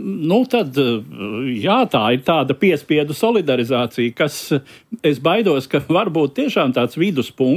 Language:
Latvian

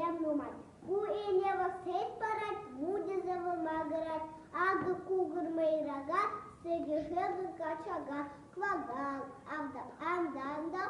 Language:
Chuvash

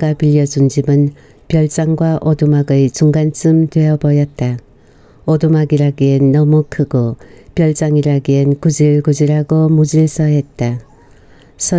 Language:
Korean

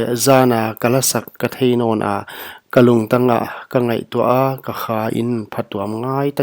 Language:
Paite Chin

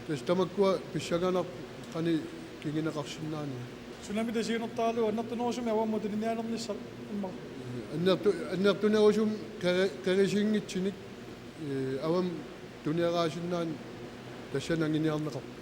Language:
Kalaallisut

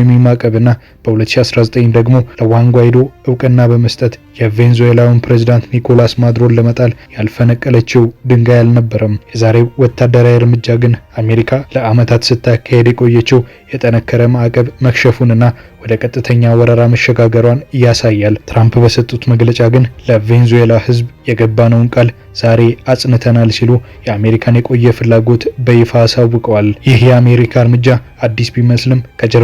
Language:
Amharic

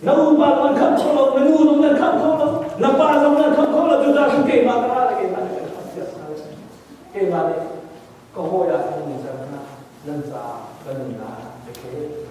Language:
Hakha Chin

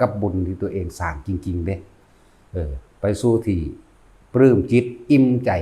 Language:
Northeastern Thai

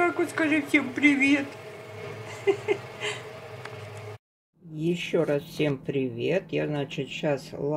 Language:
Russian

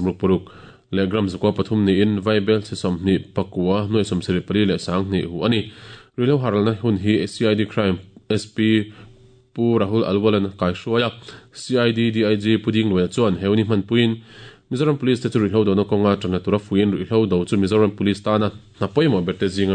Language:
Mizo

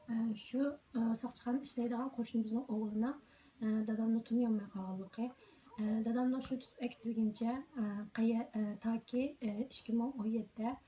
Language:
Uyghur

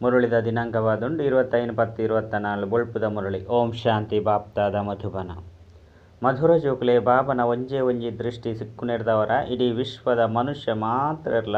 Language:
Tulu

